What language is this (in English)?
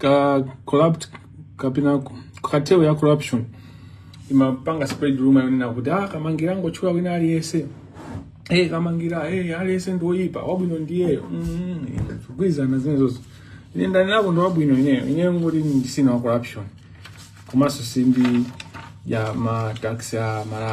Nyanja